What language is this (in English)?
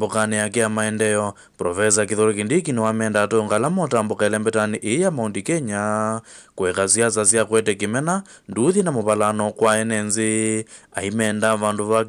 Kamba